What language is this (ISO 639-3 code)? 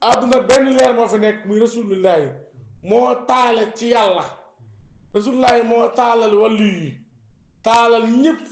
wol